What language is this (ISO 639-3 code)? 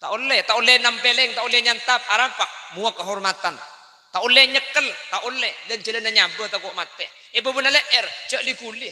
mad